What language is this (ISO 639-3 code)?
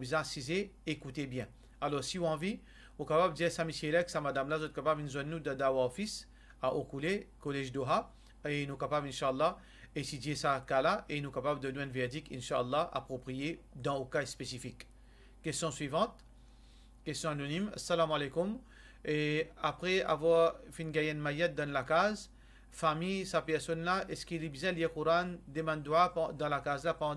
mfe